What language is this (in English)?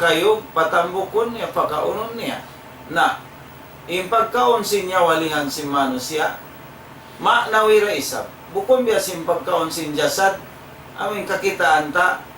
Tausug